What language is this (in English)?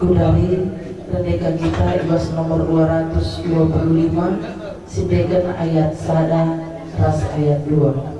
Batak Karo